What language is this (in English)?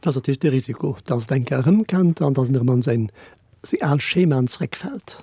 Luxembourgish